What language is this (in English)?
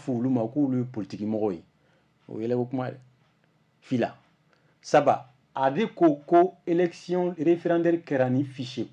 Bambara